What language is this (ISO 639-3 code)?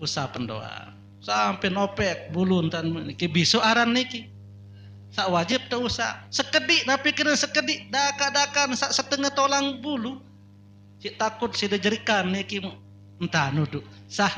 sas